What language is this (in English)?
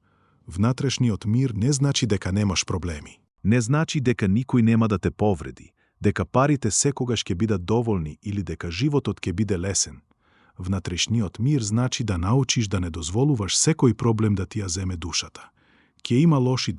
Macedonian